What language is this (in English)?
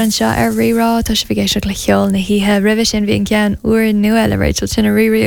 Irish